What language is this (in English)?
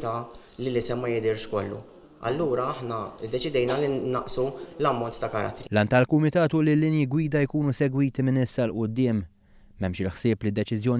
Maltese